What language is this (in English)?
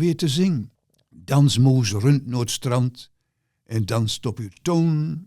Gronings